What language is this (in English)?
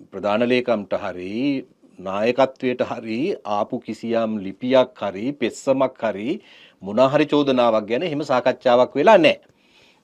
Sinhala